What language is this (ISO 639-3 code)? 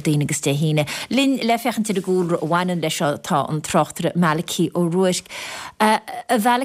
gle